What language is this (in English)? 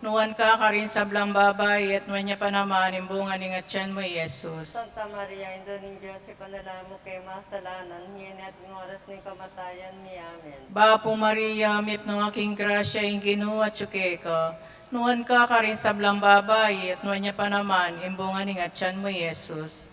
Pampanga